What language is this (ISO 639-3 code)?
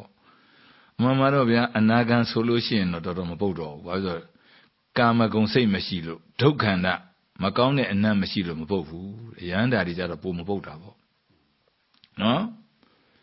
mya